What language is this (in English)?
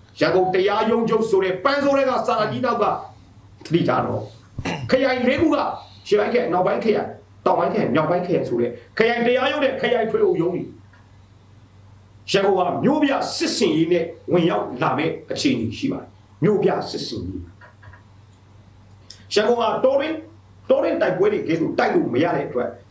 Burmese